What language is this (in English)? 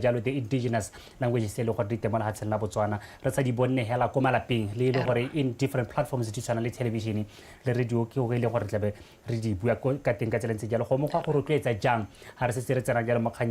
Tswana